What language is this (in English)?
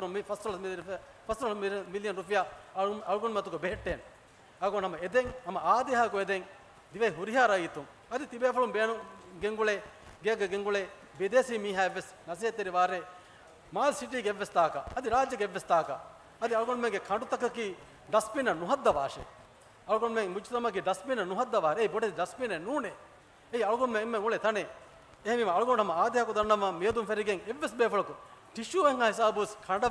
Divehi